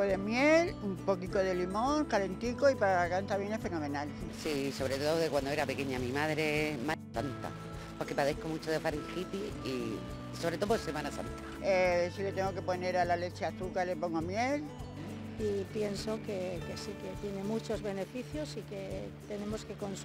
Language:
Spanish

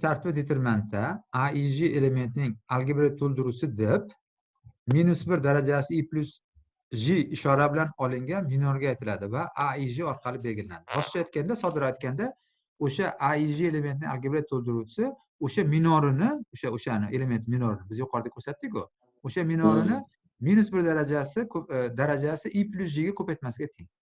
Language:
Uzbek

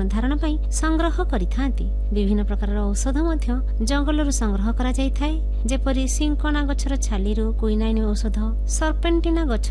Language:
Odia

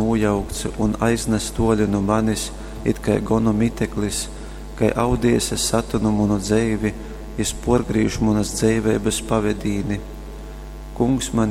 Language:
Latgalian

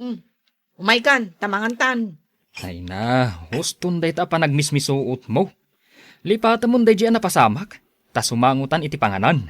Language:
Iloko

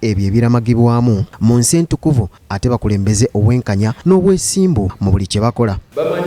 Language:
Ganda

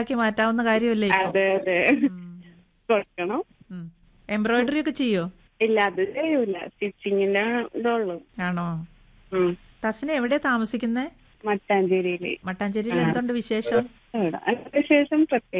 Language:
Malayalam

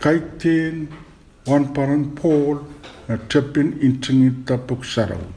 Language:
Pohnpeian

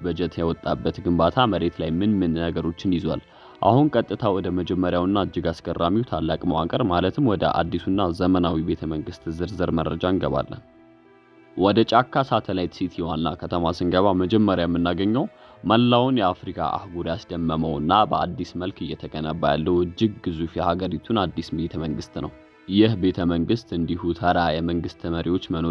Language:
Amharic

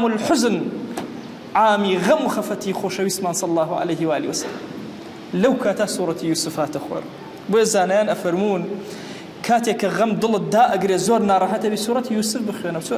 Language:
Central Kurdish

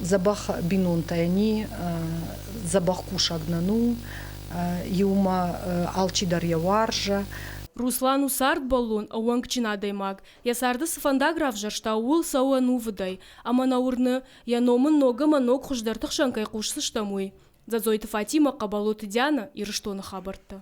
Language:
Ossetic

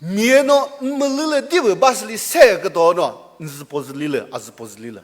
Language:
Chokri Naga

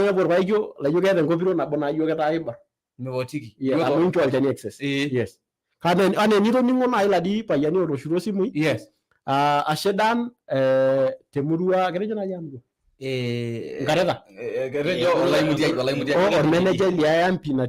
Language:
Masai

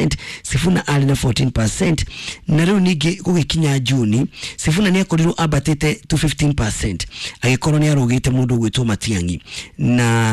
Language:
Kikuyu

